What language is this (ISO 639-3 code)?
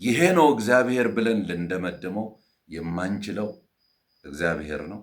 amh